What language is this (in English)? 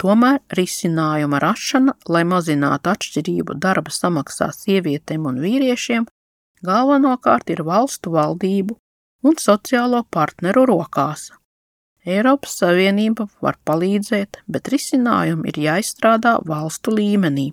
Latvian